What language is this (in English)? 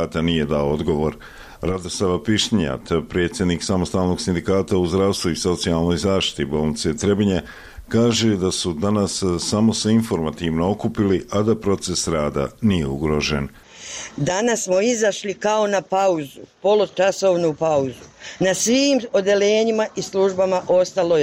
Bosnian